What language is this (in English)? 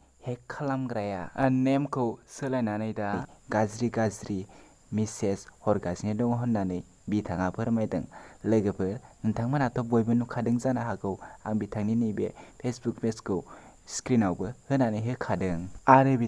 Bodo